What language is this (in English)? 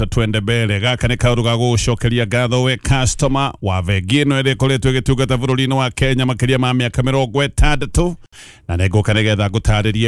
Kikuyu